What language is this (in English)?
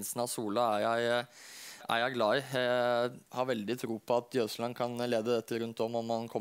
Norwegian